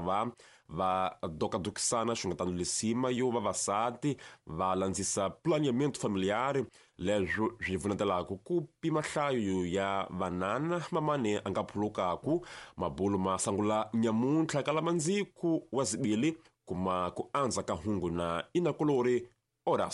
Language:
Tsonga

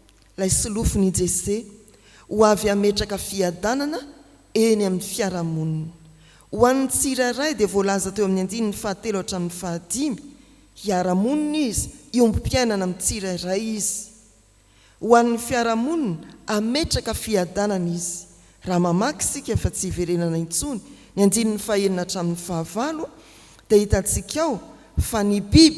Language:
Malagasy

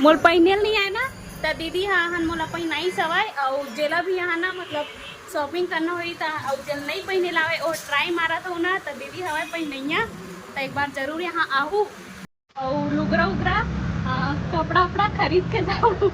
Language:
Chhattisgarhi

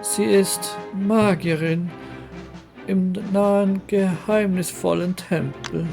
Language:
Swiss German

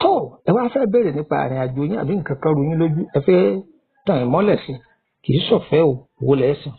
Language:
Yoruba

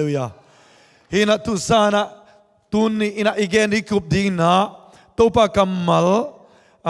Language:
Tedim Chin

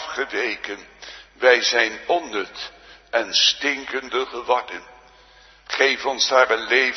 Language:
Dutch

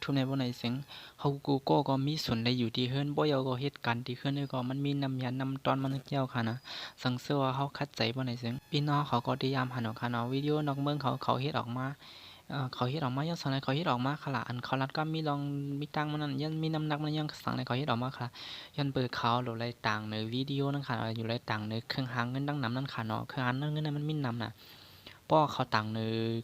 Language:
Shan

